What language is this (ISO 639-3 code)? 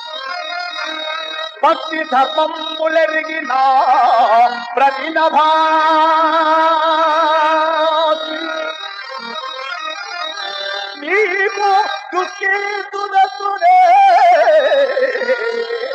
tel